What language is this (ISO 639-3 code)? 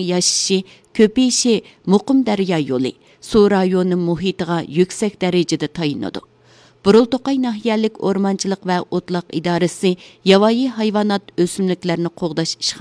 uig